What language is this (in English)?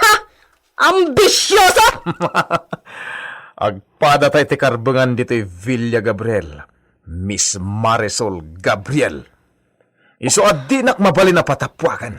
Iloko